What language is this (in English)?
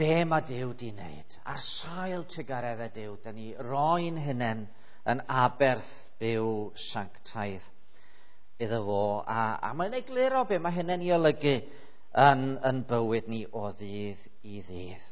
Welsh